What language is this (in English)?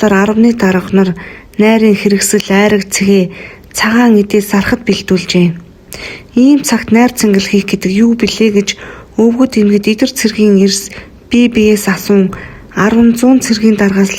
Mongolian